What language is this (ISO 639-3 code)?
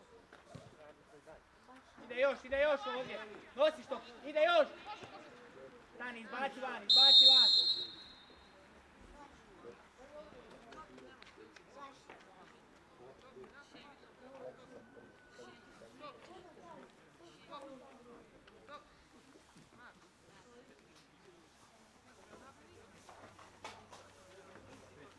hrv